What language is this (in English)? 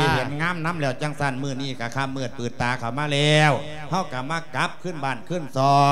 Lao